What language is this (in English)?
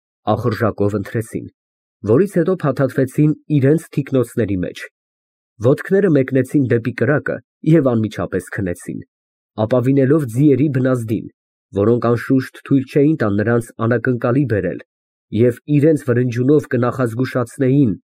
Armenian